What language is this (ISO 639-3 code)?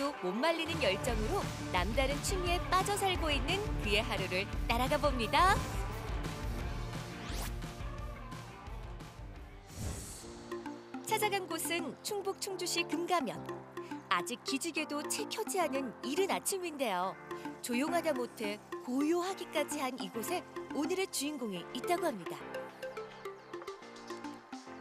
kor